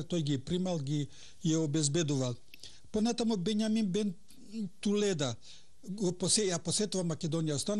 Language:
Macedonian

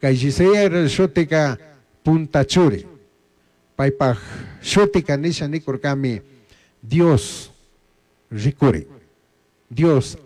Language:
Chimborazo Highland Quichua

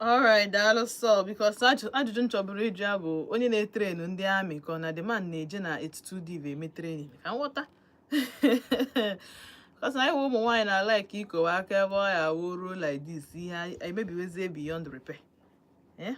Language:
Igbo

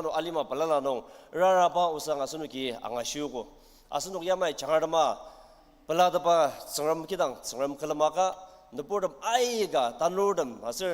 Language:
Ao Naga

